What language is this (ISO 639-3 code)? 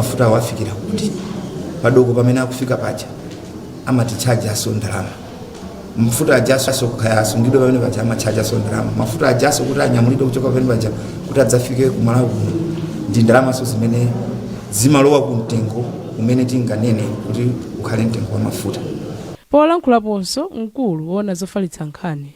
nya